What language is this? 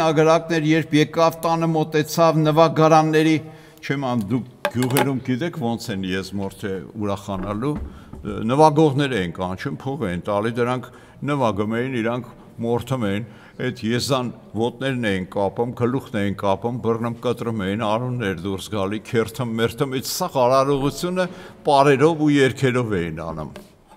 Armenian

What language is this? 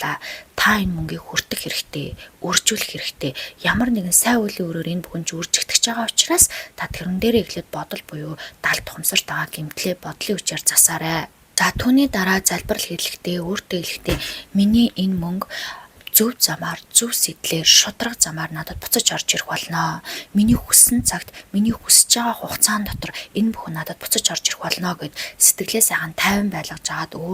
Mongolian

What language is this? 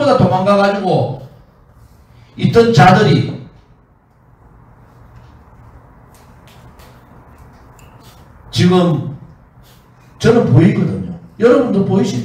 Korean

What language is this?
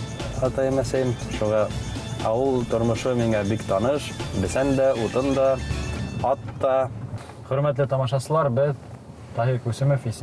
Bashkir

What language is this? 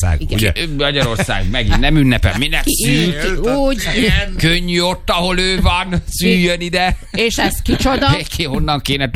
Hungarian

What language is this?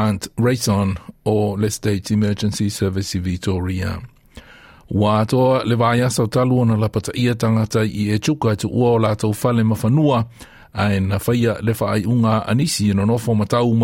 Samoan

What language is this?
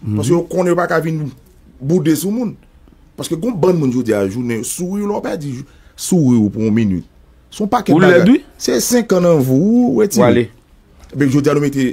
Haitian Creole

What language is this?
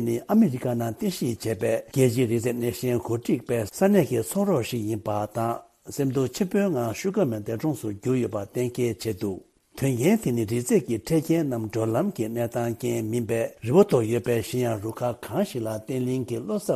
Tibetan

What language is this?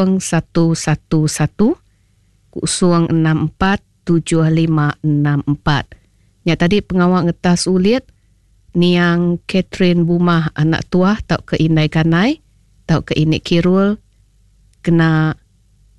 Iban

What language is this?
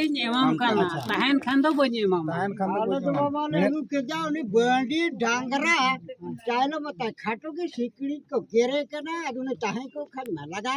Santali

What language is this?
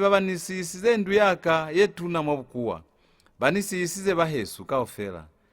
Lozi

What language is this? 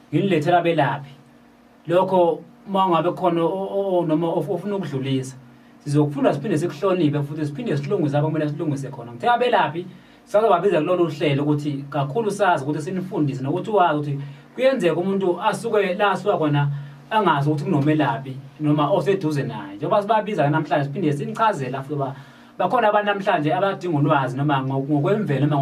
Zulu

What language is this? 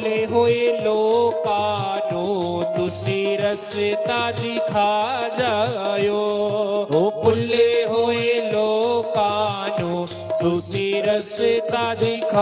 Dogri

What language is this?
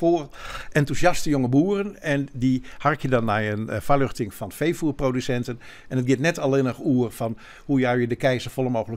Western Frisian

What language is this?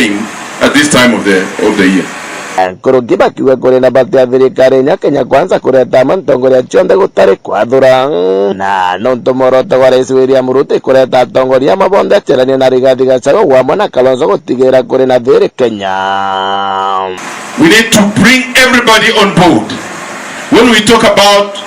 Meru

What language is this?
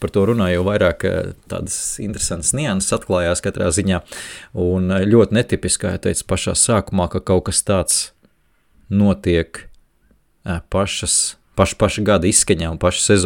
Latvian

